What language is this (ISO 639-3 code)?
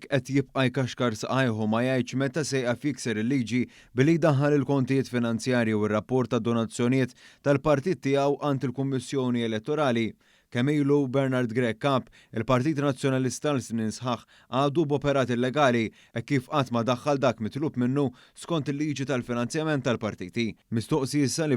mlt